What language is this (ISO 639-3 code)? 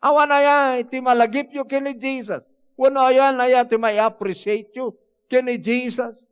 ilo